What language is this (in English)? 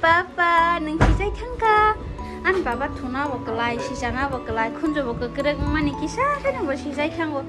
Kok Borok